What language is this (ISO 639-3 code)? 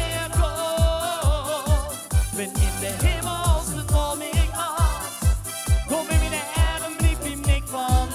lim